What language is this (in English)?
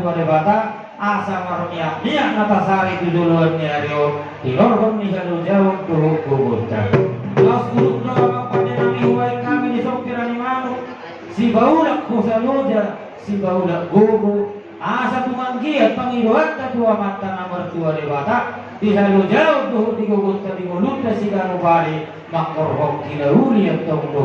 Batak Toba